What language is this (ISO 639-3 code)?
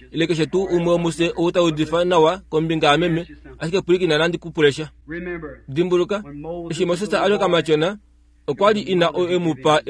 kua